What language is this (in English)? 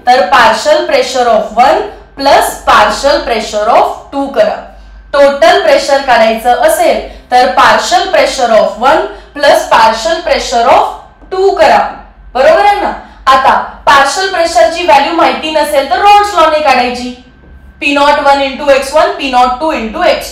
Marathi